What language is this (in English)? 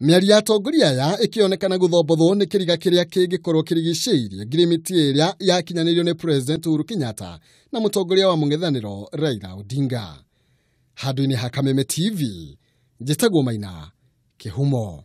Kikuyu